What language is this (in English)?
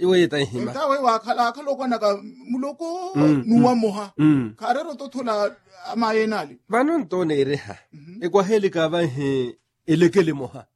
Makhuwa